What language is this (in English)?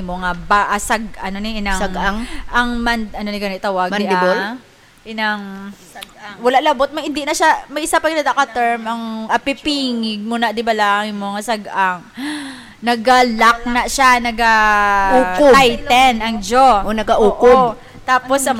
Hiligaynon